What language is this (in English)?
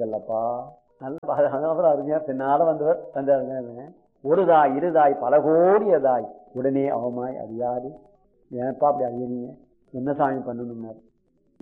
Tamil